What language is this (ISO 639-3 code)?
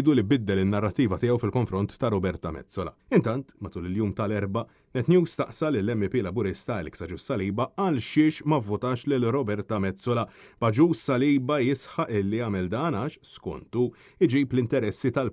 mlt